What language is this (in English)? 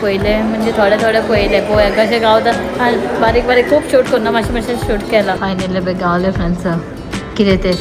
Konkani